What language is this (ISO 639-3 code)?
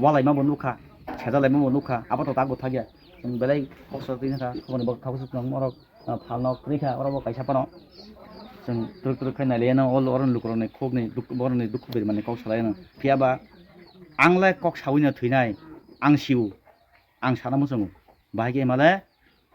trp